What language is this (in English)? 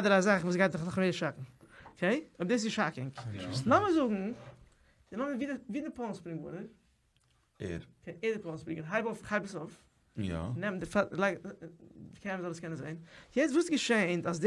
Yiddish